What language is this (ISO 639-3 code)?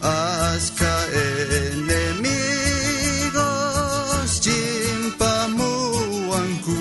quh